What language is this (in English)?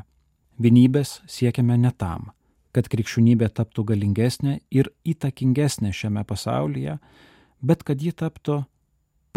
Lithuanian